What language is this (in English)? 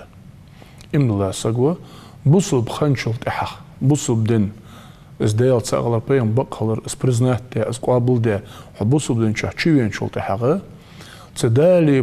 Ingush